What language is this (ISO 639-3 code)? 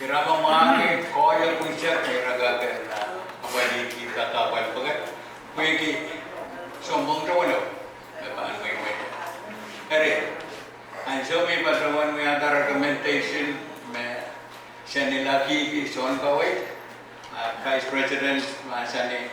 pon